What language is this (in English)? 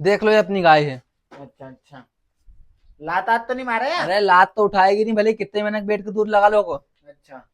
Rajasthani